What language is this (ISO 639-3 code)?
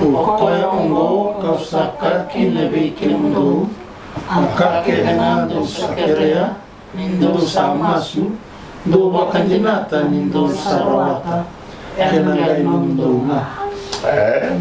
fij